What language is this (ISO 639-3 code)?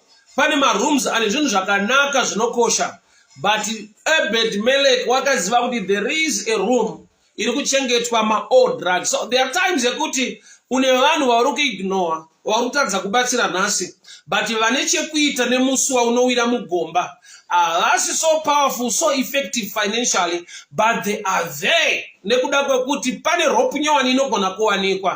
sna